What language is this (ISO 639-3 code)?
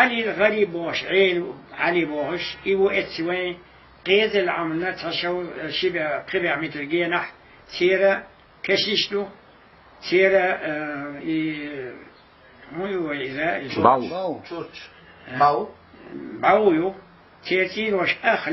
che